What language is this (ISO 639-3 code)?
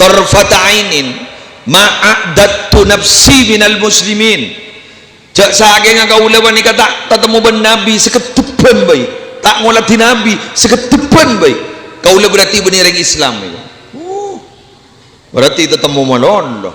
mad